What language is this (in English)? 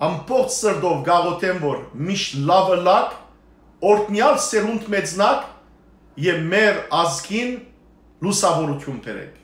Western Armenian